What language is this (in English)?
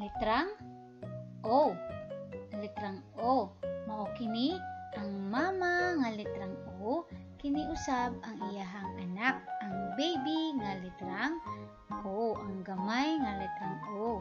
Cebuano